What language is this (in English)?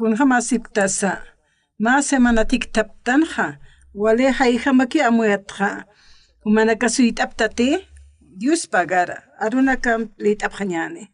Aymara